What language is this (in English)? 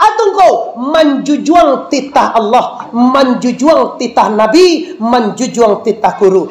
Minangkabau